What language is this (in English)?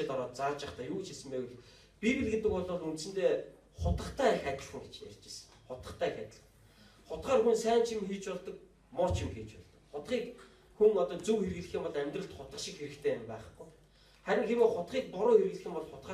Mongolian